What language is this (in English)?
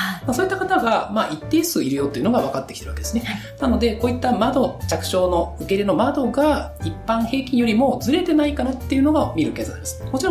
Japanese